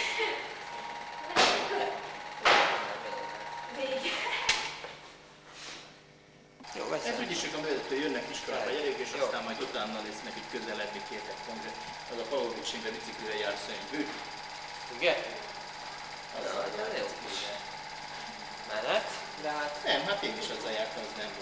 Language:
Hungarian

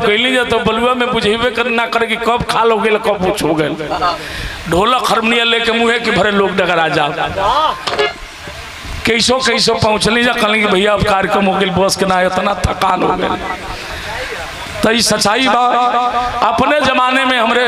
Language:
Bhojpuri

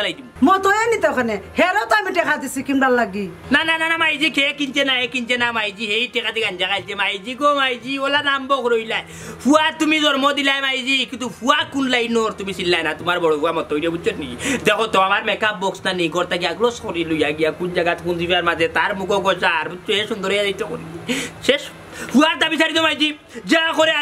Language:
Sylheti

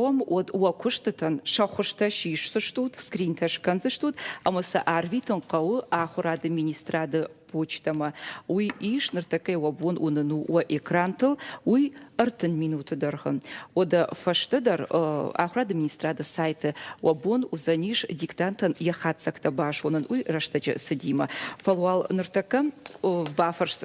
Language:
Ossetic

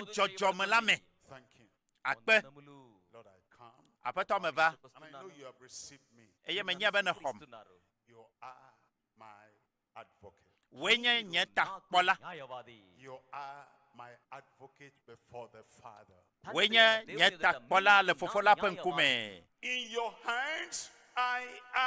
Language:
Ewe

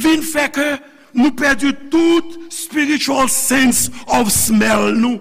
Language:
Haitian Creole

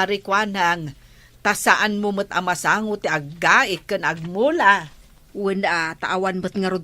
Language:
Iloko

